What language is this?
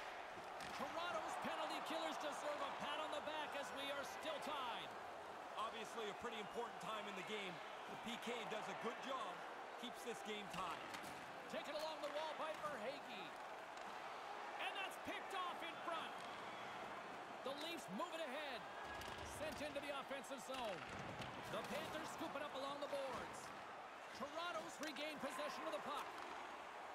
English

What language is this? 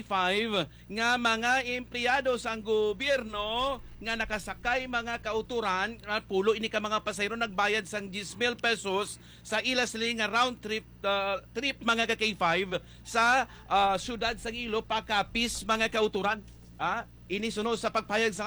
Hiligaynon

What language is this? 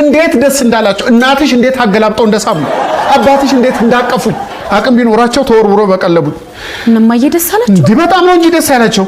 Amharic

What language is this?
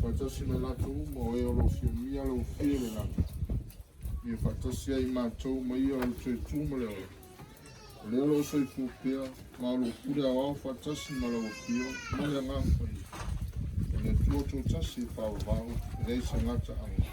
Samoan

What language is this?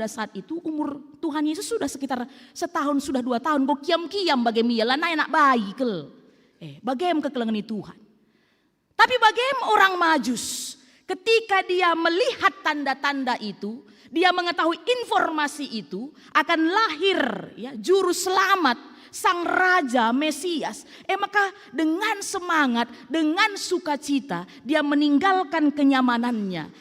Batak Karo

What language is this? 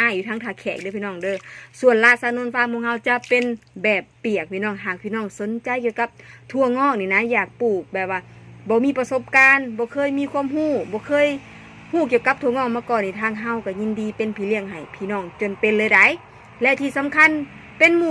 Northeastern Thai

